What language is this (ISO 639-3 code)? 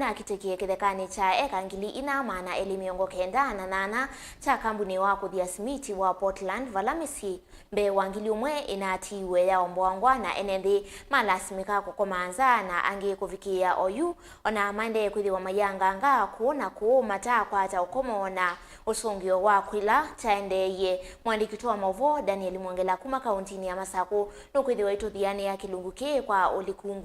kam